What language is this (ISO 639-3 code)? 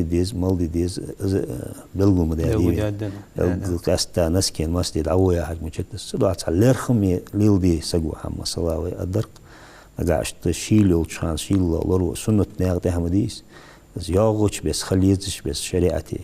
inh